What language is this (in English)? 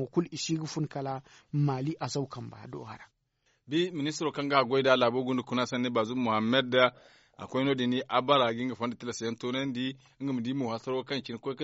Zarma